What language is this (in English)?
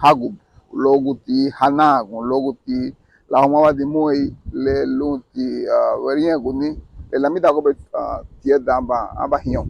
Garifuna